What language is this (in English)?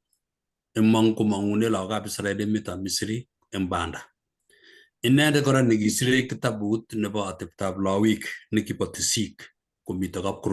Kalenjin